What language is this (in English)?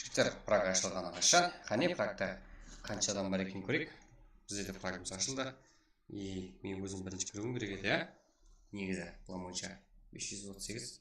Kara-Kalpak